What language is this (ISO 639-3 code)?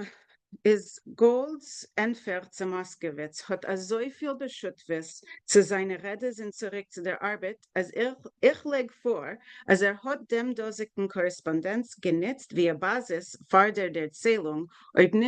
yid